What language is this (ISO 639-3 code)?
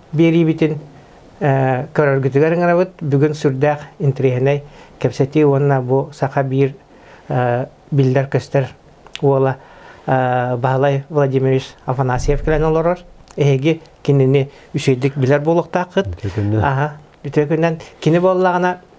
sah